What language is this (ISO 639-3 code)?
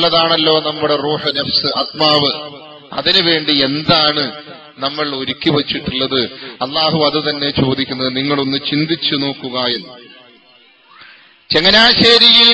mal